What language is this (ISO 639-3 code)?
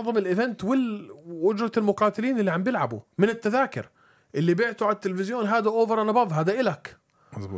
apc